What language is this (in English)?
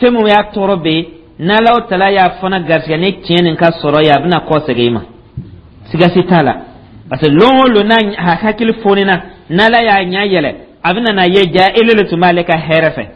Dyula